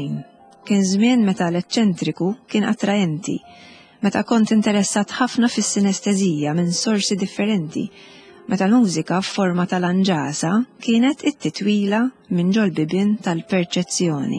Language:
Maltese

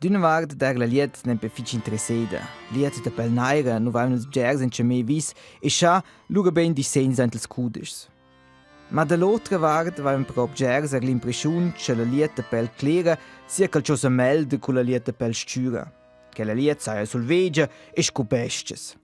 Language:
Romansh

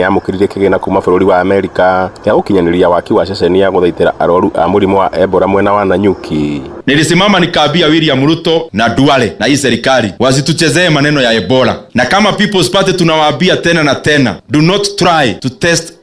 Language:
Kikuyu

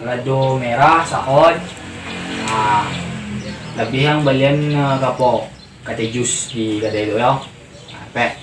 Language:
Minangkabau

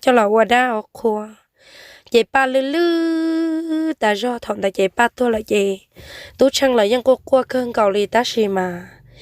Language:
Hmong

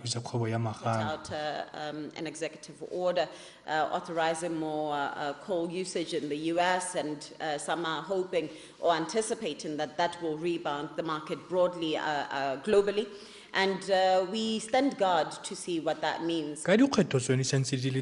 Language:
Tswana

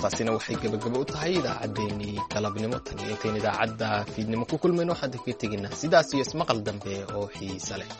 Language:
Somali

